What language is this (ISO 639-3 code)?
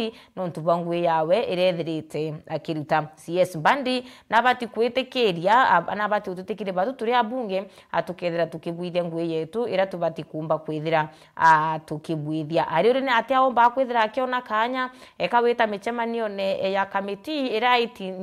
mer